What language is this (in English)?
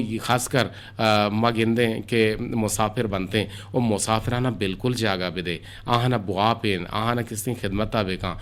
Eastern Balochi